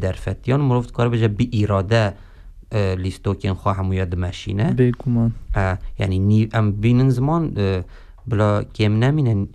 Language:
Kurdish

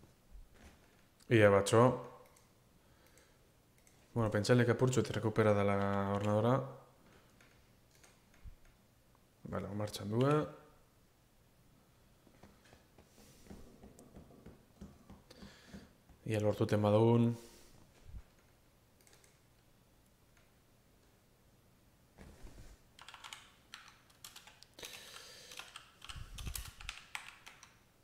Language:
Basque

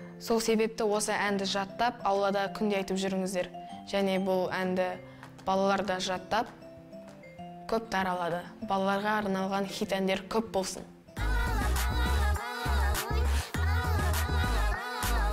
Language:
Kazakh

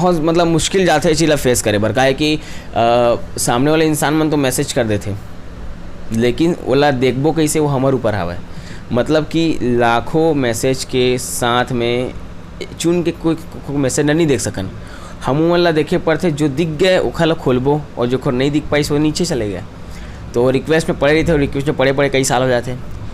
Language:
Chhattisgarhi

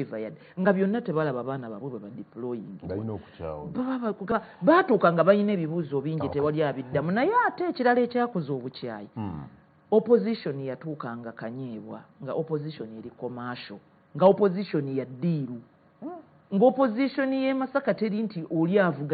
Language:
Ganda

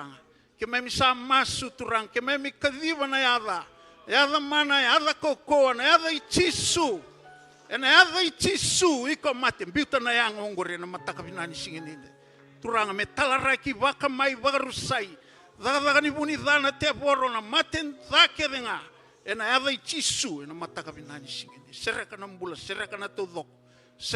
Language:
Fijian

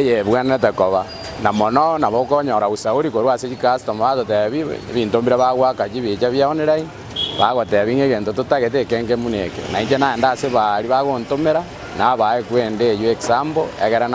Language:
Gusii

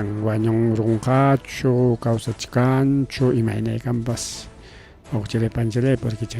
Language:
Ayacucho Quechua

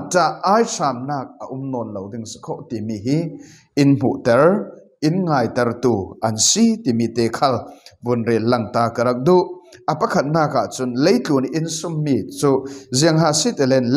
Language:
Falam Chin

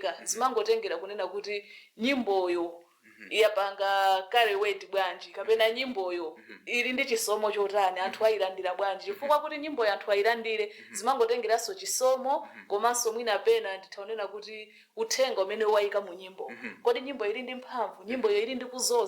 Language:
Nyanja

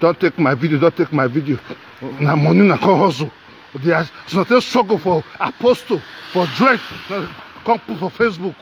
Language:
Nigerian Pidgin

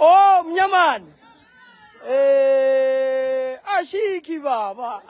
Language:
Northern Sotho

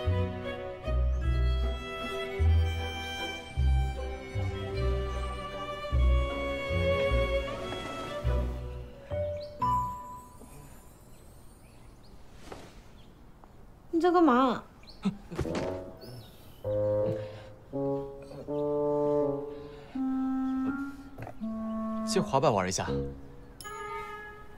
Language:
Chinese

